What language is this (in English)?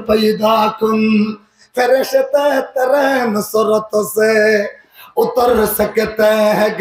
Rohingya